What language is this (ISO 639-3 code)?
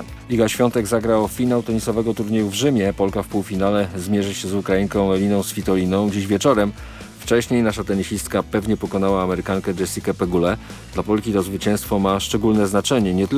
pol